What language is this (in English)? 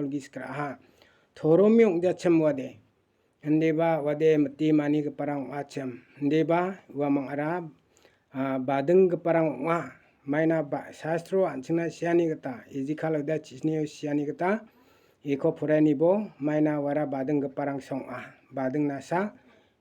Garo